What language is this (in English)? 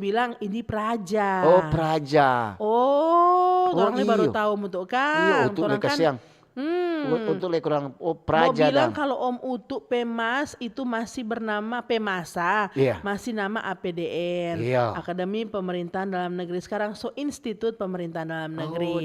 Manado Malay